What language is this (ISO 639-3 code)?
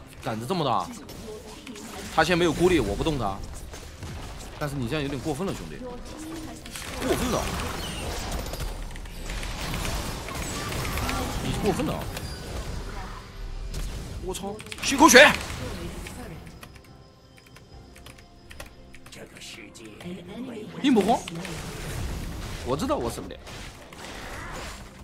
zho